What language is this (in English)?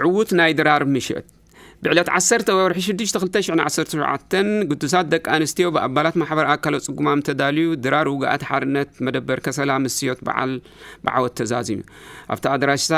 Tigrinya